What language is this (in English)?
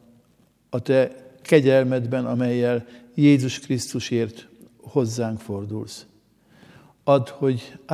Hungarian